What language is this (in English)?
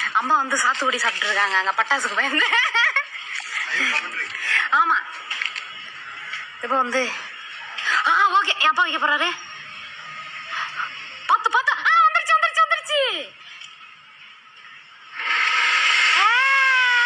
Tamil